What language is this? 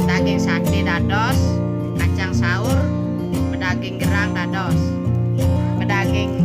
Balinese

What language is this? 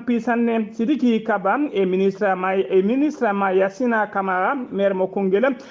Fula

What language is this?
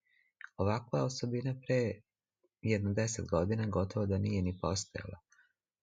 Serbian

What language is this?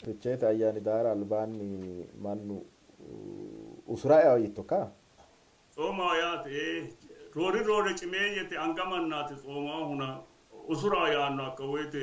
Sidamo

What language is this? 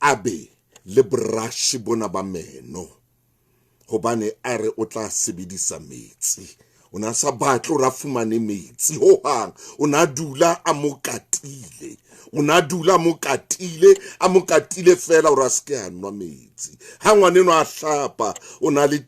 Southern Sotho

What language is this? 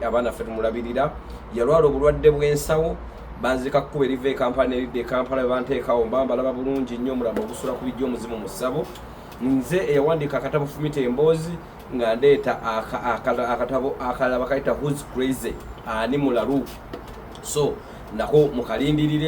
Ganda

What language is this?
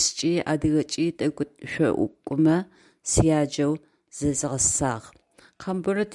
Adyghe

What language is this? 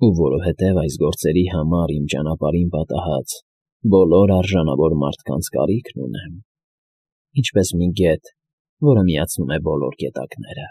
Armenian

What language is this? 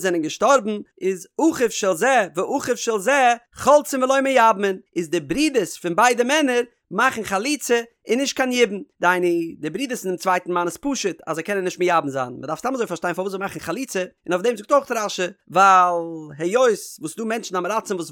Yiddish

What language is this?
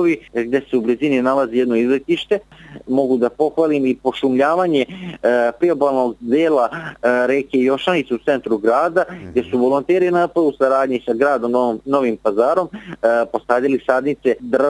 Serbian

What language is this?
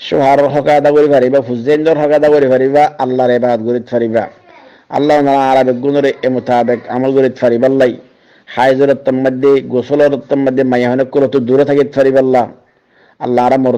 Rohingya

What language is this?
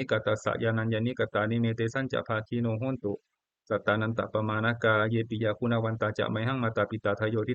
Pali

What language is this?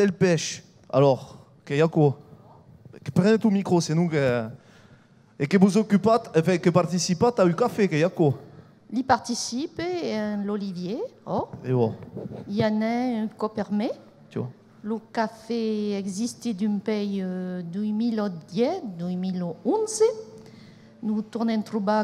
Occitan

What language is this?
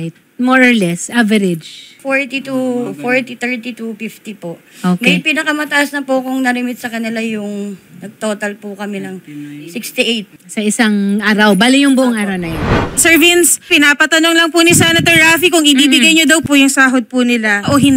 Filipino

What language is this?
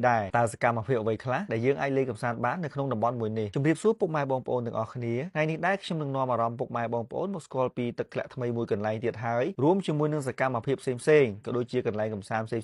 Khmer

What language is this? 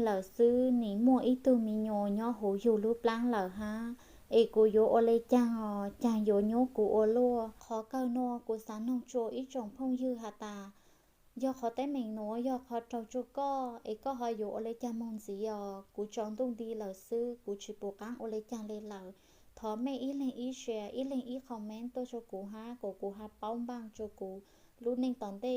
Hmong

